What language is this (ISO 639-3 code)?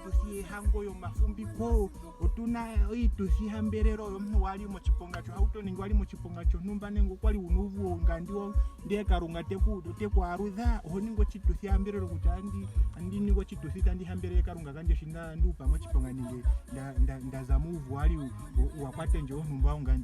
ndo